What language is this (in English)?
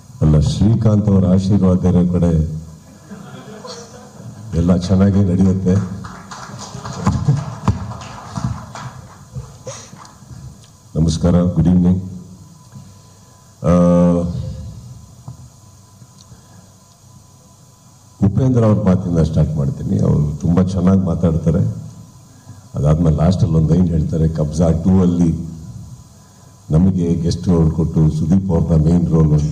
Kannada